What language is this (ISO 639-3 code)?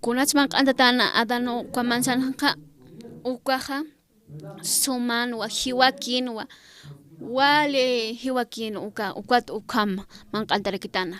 aym